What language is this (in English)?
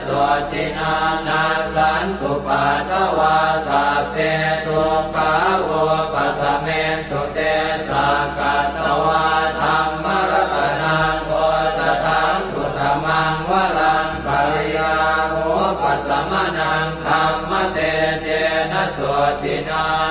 Pali